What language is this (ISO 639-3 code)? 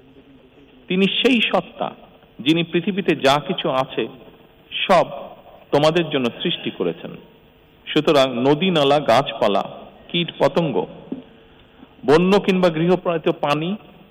ben